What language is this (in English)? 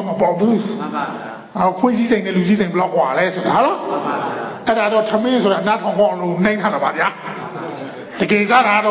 Burmese